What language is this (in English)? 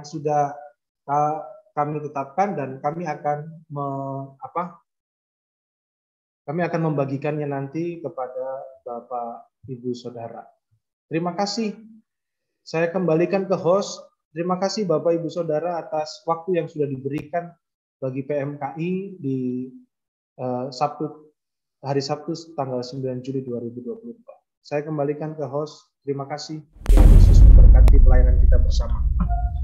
Indonesian